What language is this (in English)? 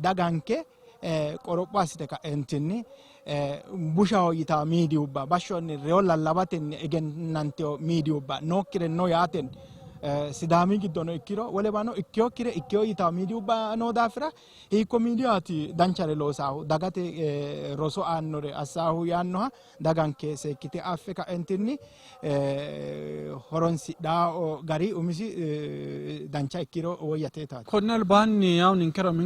Sidamo